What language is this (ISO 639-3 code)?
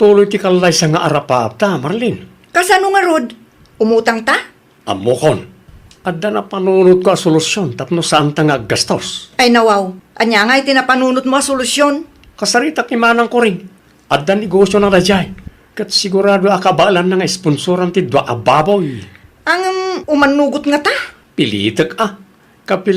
ilo